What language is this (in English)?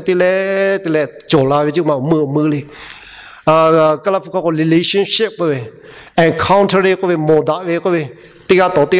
Lahu